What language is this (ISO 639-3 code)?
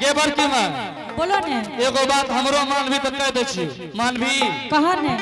anp